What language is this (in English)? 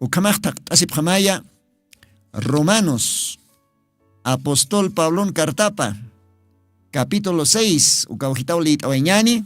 Aymara